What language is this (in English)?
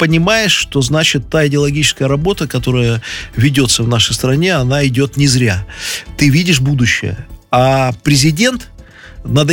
Russian